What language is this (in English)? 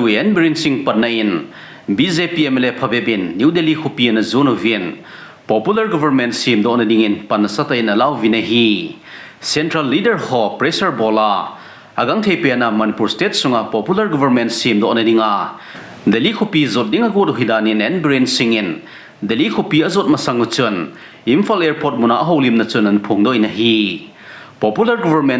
Thado Chin